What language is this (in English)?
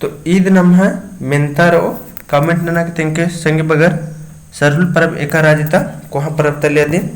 Kurukh